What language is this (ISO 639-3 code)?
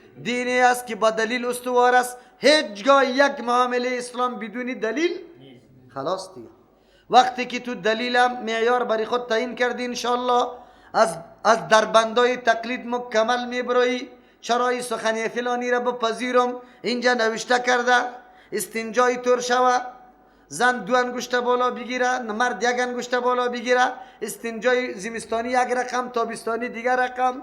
fas